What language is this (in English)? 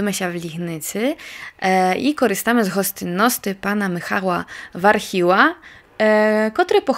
Rusyn